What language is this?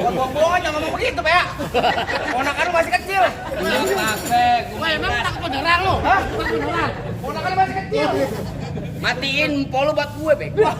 Betawi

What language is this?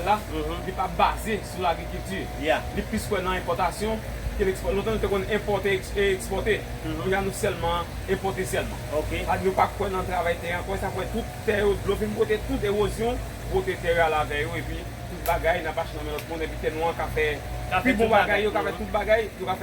Haitian Creole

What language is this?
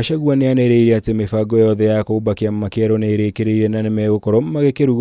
Kikuyu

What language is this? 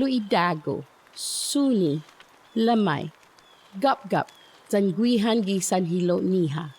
Chamorro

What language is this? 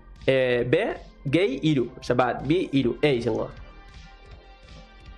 Basque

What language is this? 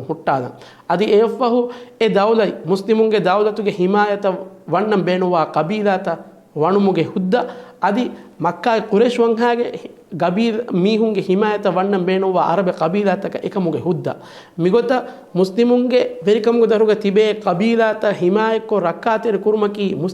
Divehi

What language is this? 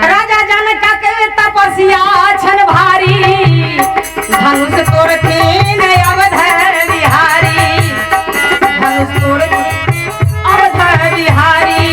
Maithili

